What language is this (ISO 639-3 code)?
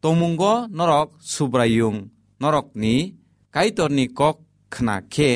trp